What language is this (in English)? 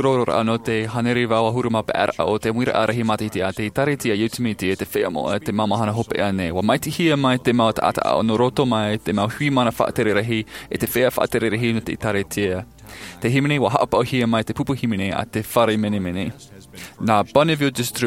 Tahitian